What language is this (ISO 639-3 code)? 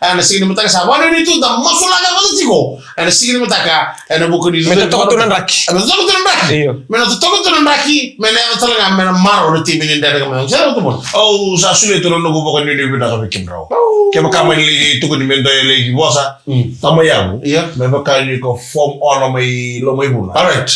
fij